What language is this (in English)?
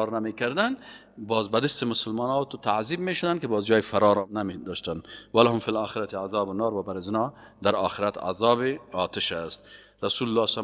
Persian